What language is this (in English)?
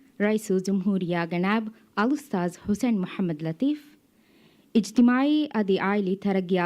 Divehi